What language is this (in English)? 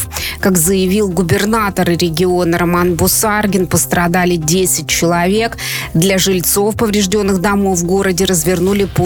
Russian